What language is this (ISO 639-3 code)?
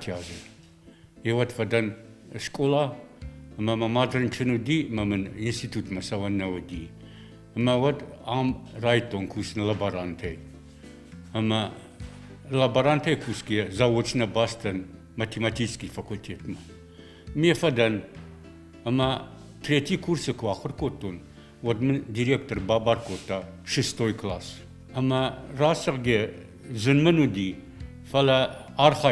oss